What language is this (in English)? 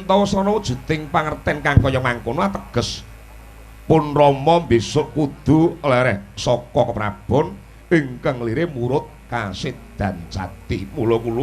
Javanese